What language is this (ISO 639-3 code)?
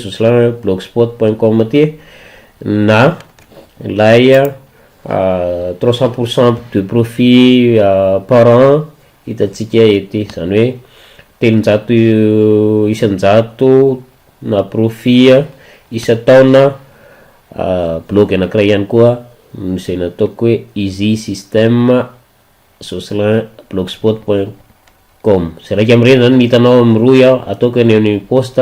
mlg